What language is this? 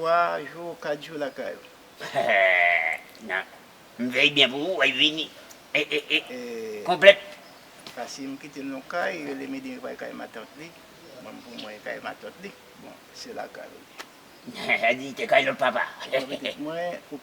Haitian Creole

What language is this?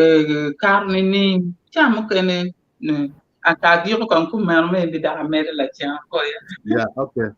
Acoli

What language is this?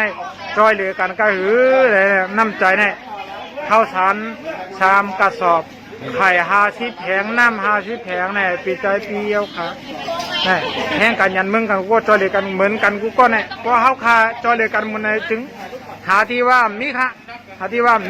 Shan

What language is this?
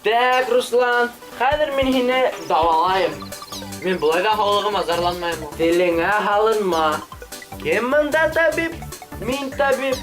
Bashkir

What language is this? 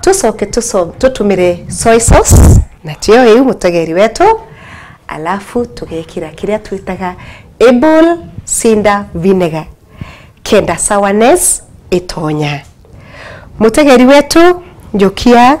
Meru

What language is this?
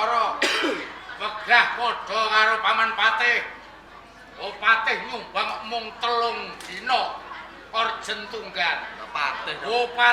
Javanese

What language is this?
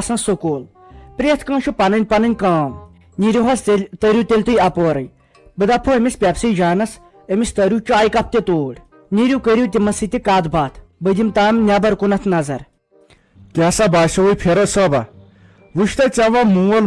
Kashmiri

